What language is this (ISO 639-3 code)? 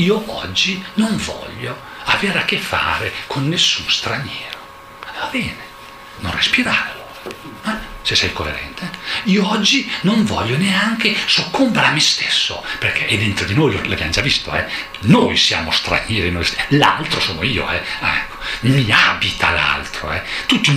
ita